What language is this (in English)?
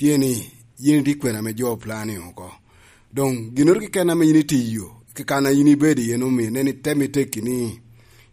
Lango (Uganda)